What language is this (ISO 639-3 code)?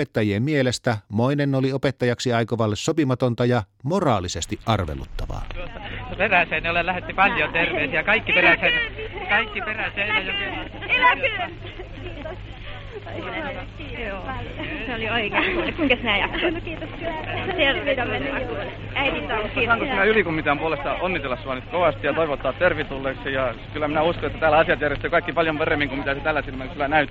fin